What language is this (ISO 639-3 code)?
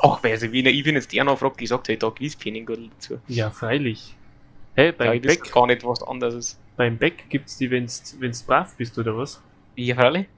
bar